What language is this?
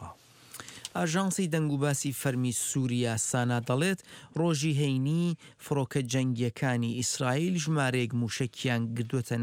Central Kurdish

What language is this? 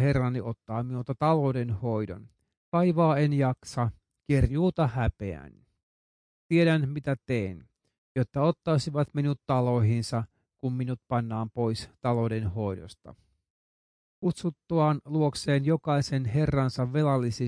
Finnish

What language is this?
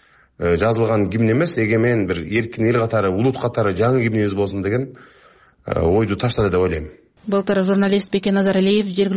Kyrgyz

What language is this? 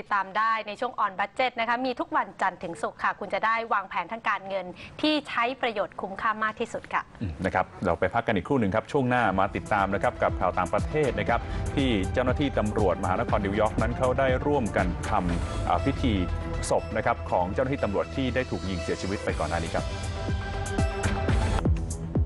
Thai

